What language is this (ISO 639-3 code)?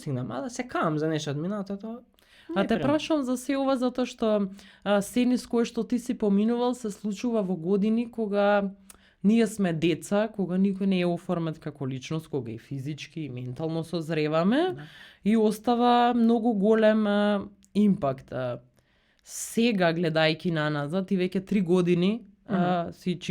mkd